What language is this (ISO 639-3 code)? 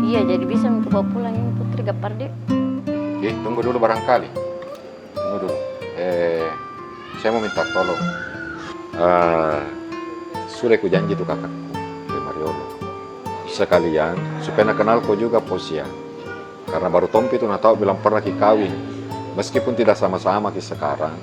mfp